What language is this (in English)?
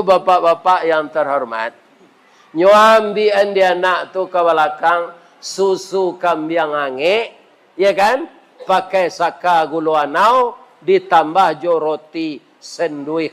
Minangkabau